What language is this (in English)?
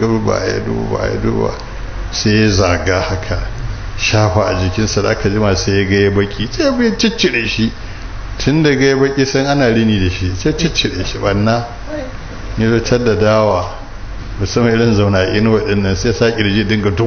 Hausa